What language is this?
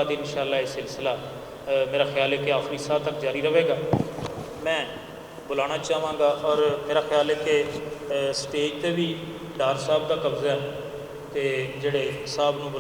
Western Panjabi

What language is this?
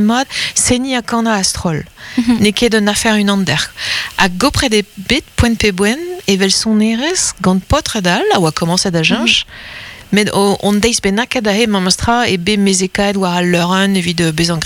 Breton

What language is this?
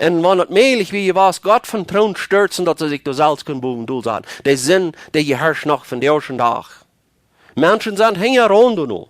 Plautdietsch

